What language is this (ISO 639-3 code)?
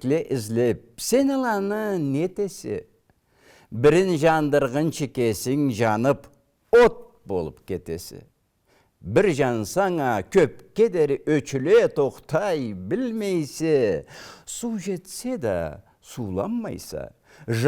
krc